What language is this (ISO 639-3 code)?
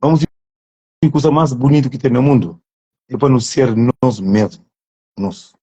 kea